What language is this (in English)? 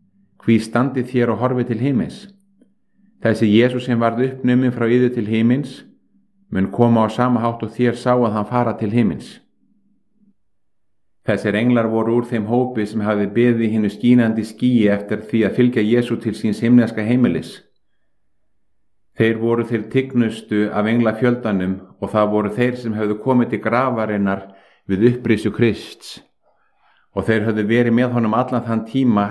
Icelandic